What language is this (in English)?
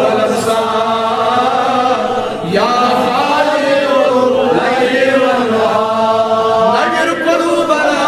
Kashmiri